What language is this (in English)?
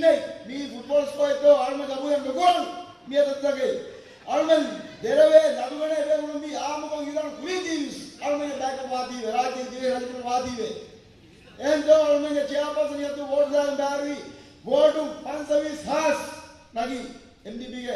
Divehi